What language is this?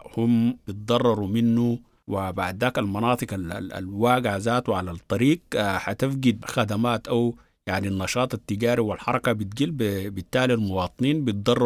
Sudanese Arabic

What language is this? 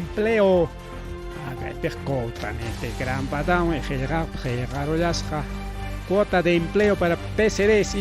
Ayacucho Quechua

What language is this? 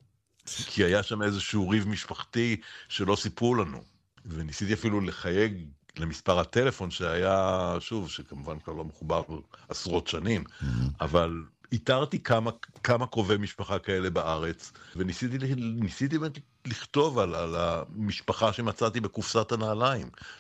Hebrew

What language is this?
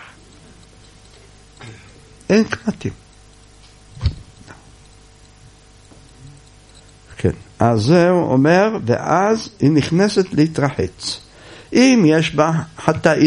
Hebrew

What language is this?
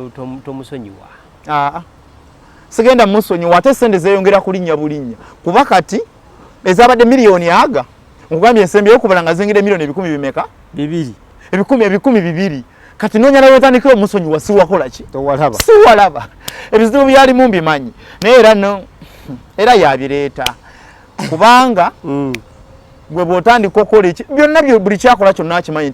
Ganda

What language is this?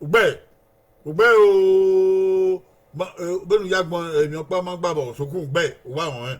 Bini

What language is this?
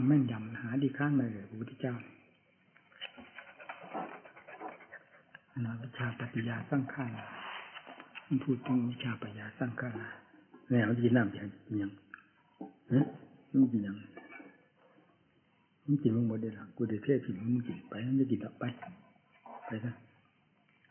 Thai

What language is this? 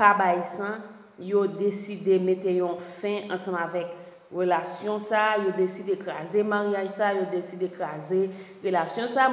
Haitian Creole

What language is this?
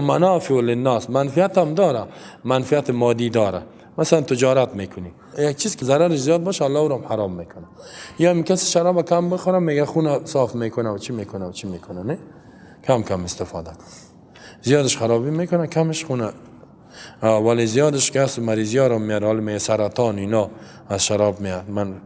Persian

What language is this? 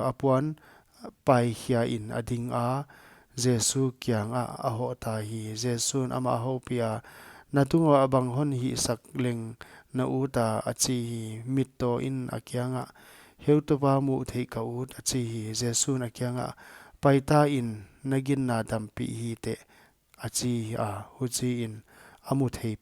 Paite Chin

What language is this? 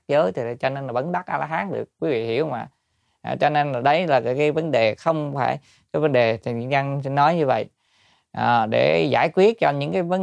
Vietnamese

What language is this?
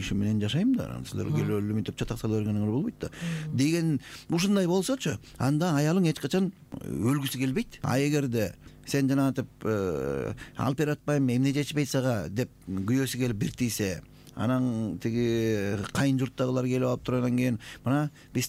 Kyrgyz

